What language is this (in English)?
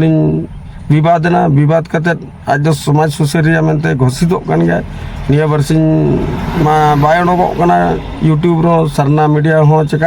Santali